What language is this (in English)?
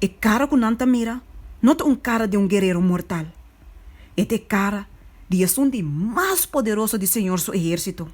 Papiamento